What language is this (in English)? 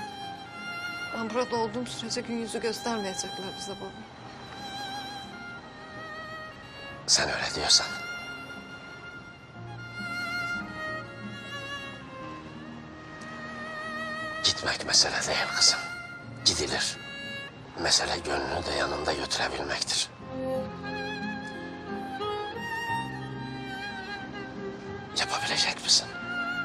Turkish